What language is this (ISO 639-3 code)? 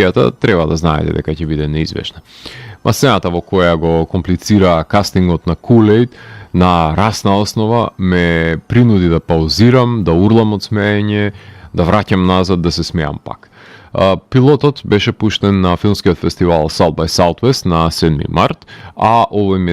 mkd